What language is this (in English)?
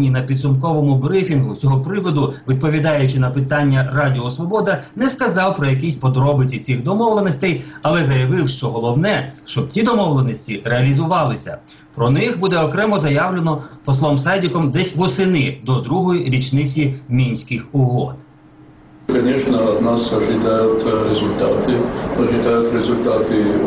Ukrainian